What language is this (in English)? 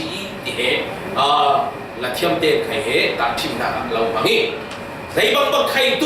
Falam Chin